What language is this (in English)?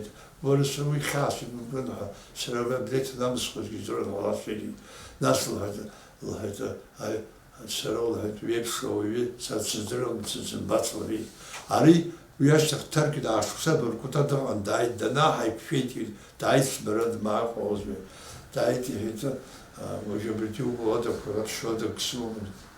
Abkhazian